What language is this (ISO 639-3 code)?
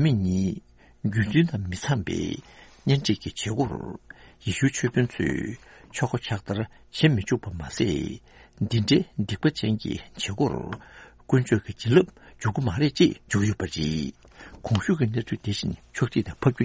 bod